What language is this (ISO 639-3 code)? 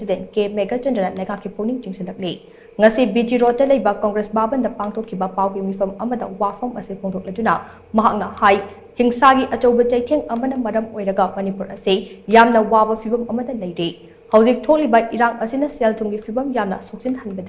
mni